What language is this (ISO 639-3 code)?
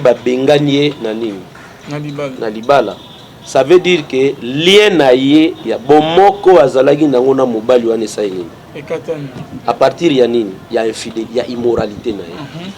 lin